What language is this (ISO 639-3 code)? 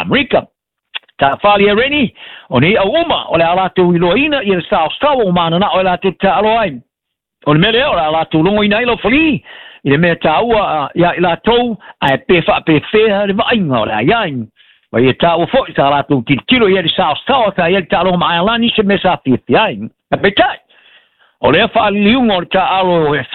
smo